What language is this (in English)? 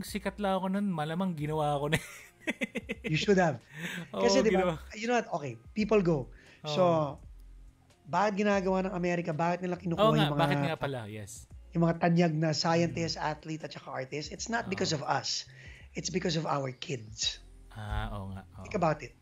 Filipino